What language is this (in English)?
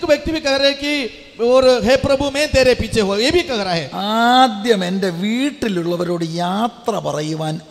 Malayalam